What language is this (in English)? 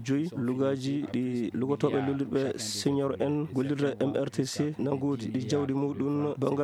Fula